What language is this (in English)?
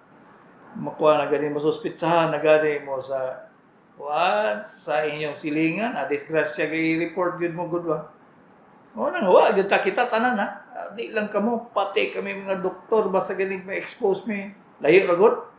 Cebuano